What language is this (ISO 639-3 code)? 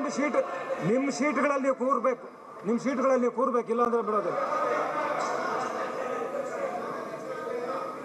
kan